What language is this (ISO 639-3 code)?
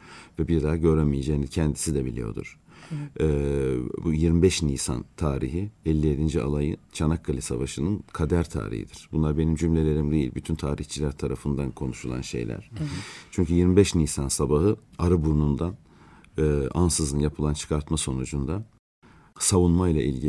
tur